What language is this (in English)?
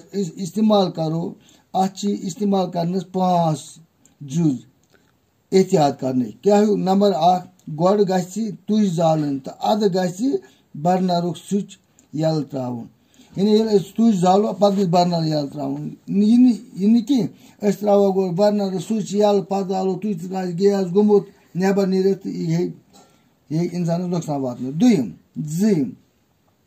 Kashmiri